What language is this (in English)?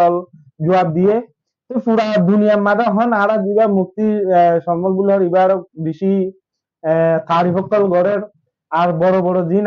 Rohingya